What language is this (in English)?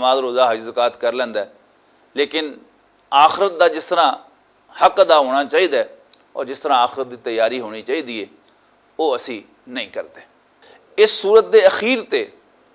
Western Panjabi